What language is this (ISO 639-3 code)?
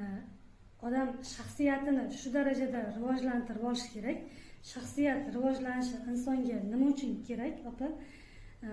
uzb